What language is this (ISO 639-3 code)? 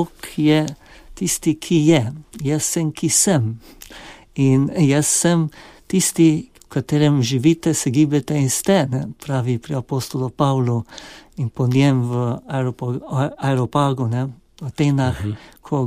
slv